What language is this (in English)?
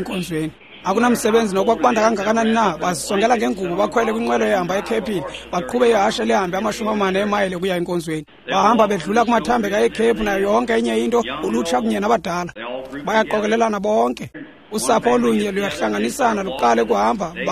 Xhosa